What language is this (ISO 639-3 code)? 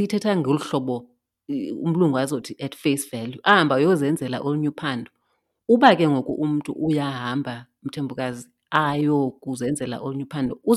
xho